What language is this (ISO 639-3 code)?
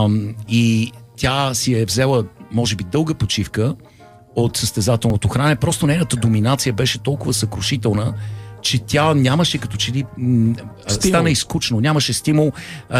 bul